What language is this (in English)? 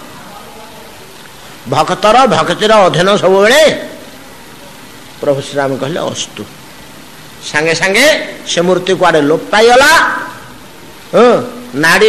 Odia